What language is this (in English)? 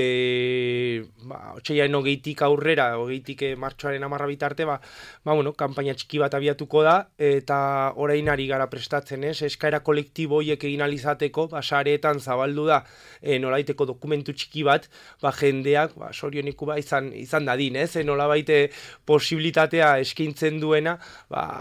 Basque